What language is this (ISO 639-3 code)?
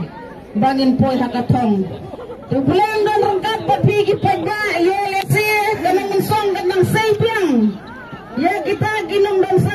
kha